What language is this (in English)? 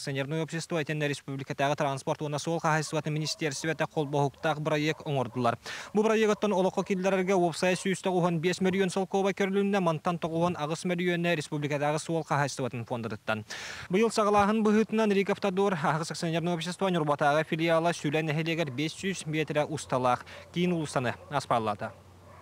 Yakut